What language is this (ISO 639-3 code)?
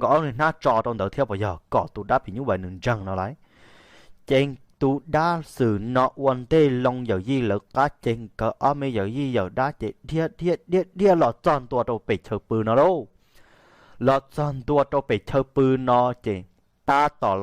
hmn